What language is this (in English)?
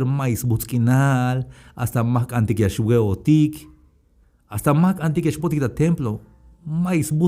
Tzeltal